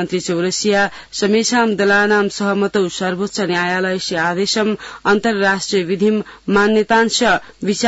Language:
Sanskrit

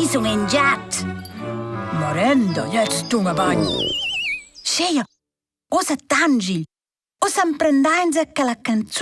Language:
Romansh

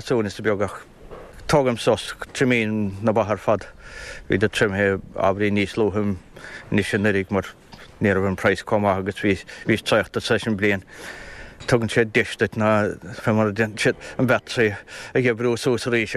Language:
Irish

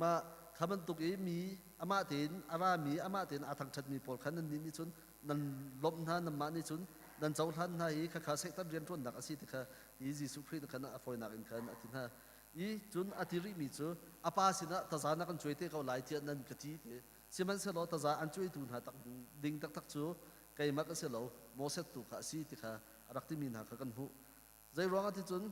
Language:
Hakha Chin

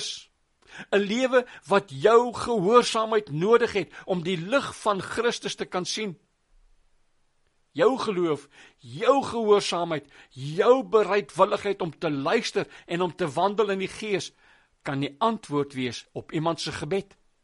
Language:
Afrikaans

